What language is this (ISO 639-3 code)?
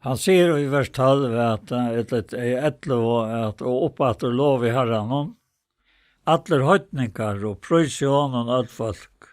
fao